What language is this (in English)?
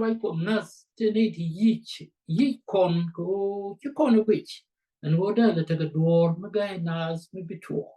Nuer